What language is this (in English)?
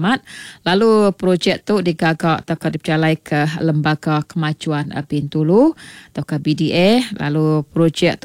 Iban